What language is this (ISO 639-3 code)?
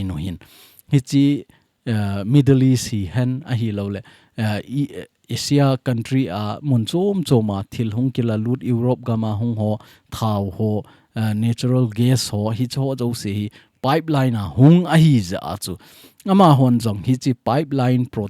tcz